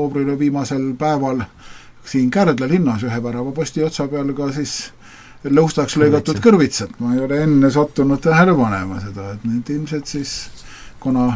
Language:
Estonian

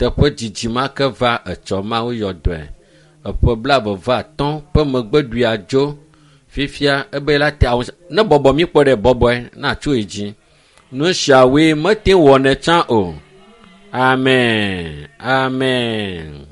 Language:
Ewe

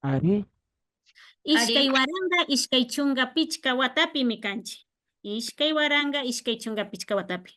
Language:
Imbabura Highland Quichua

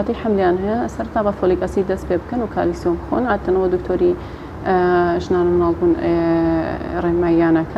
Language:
Central Kurdish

